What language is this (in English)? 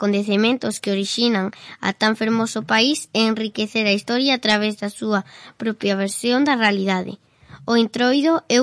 Galician